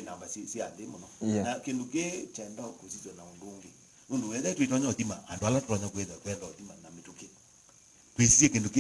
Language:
Kamba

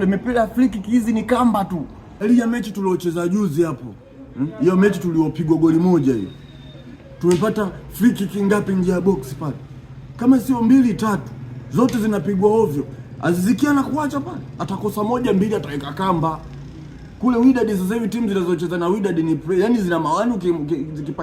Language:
Swahili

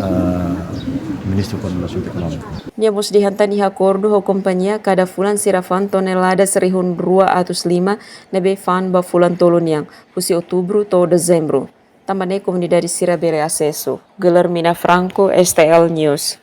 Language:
Tetum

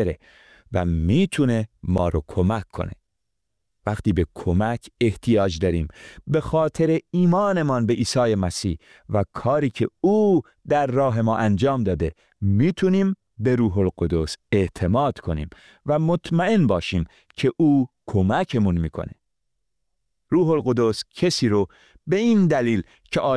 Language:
Persian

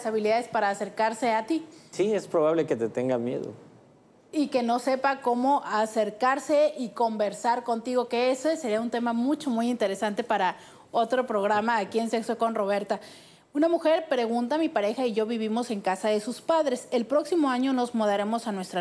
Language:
Spanish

